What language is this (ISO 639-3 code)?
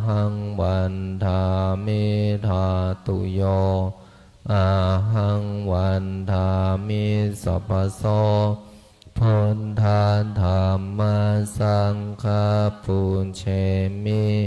pli